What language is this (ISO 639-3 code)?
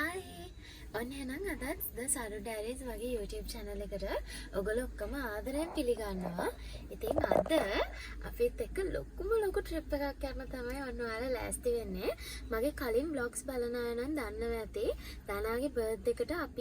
sin